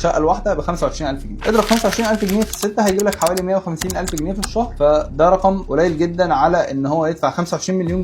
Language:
Egyptian Arabic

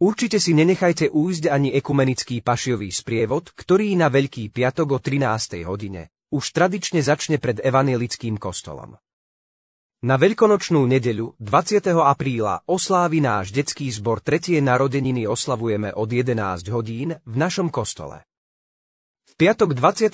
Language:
Slovak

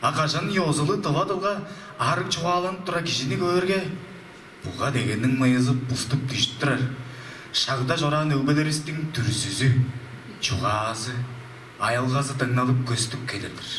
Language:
Tuvinian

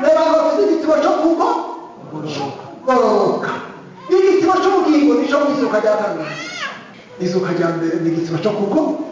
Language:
Rundi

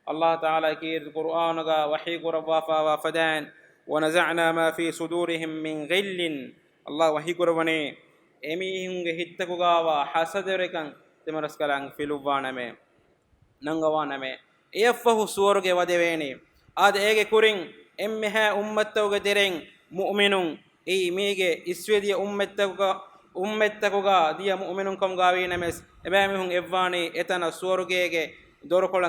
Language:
Divehi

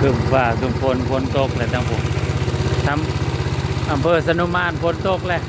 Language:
Northeastern Thai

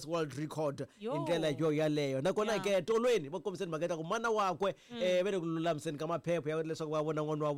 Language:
Tsonga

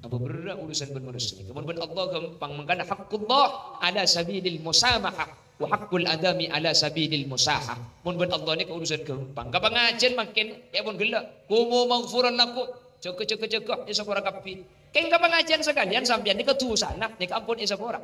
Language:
Madurese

